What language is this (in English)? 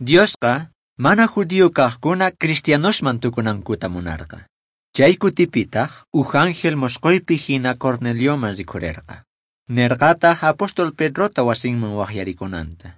Quechua